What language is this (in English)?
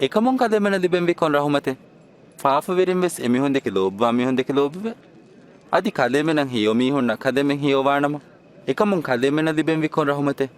Divehi